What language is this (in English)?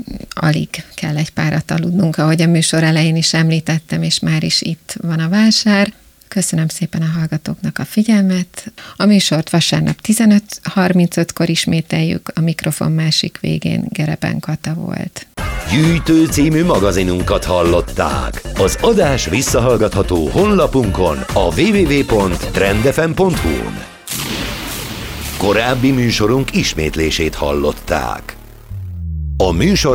Hungarian